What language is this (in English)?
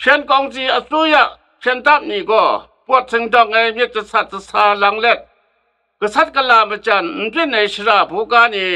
Kachin